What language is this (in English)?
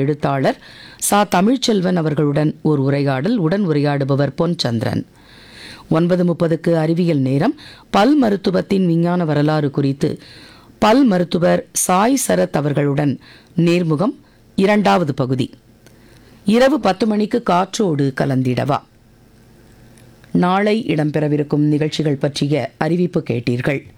Tamil